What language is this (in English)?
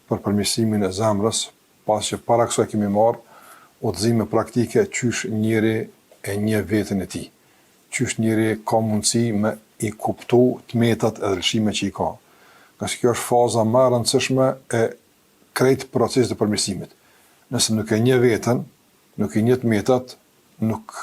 Albanian